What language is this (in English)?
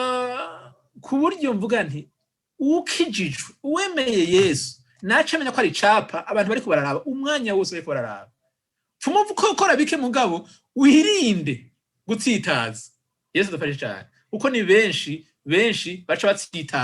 Rundi